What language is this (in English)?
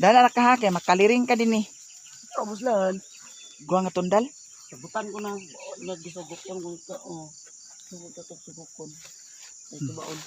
Cebuano